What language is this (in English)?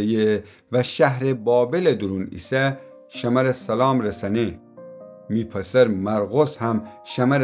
Gilaki